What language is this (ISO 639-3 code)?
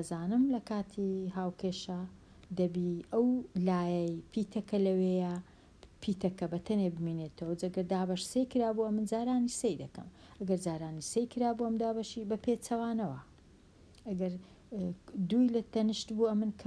ckb